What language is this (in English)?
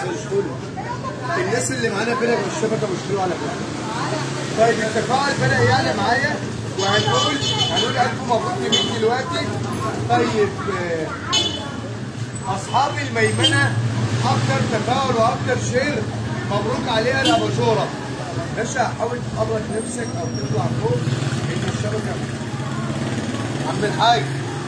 Egyptian Arabic